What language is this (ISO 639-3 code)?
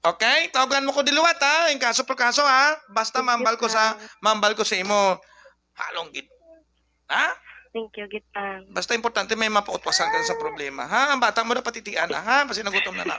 hil